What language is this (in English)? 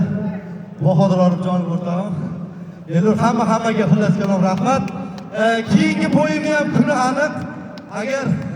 Uzbek